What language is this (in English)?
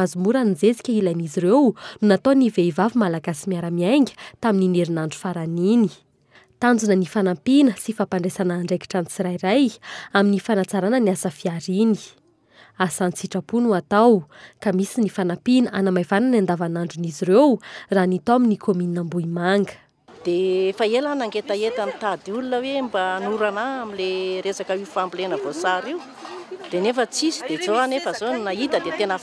Malagasy